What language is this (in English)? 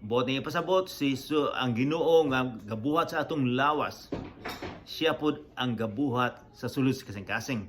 Cebuano